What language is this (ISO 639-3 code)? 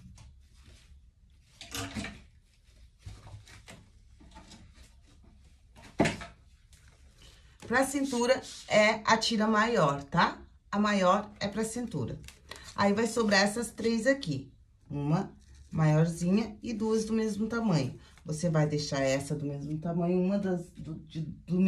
por